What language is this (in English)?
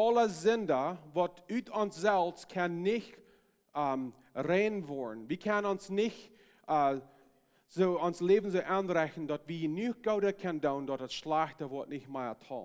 Plautdietsch